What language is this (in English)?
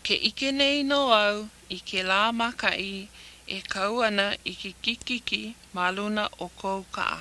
Hawaiian